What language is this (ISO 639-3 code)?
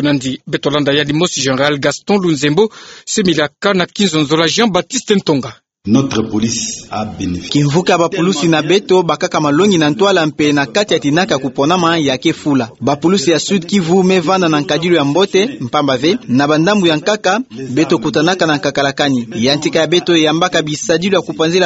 ktu